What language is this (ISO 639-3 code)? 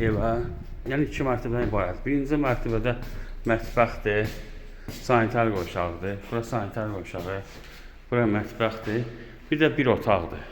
aze